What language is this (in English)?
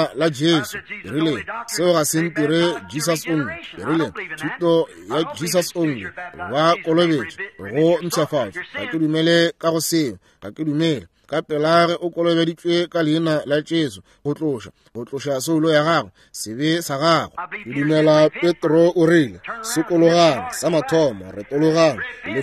Northern Sotho